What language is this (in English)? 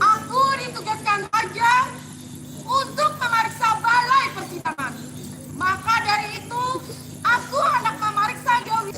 Banjar